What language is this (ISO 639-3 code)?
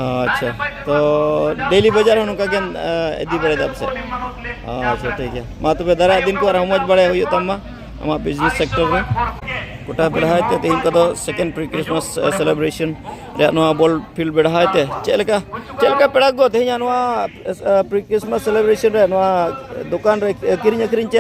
sat